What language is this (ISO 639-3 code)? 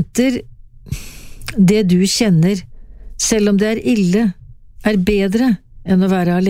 nor